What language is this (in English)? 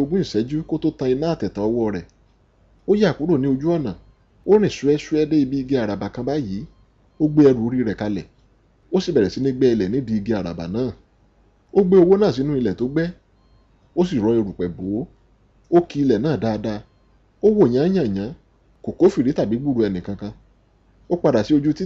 Yoruba